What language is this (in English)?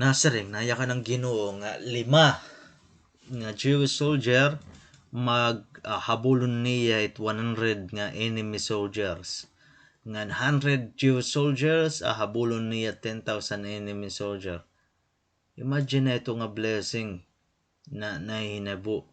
Waray